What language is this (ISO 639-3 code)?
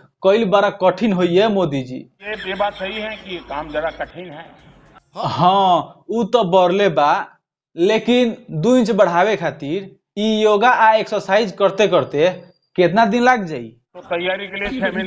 bho